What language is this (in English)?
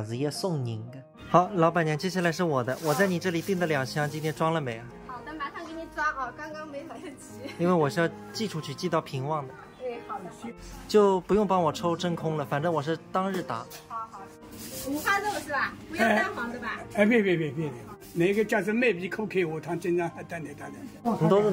Wu Chinese